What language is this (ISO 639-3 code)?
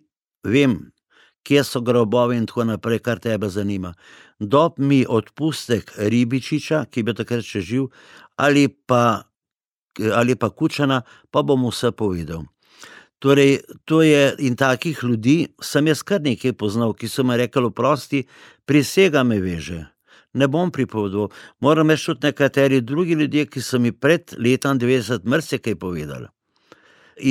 slv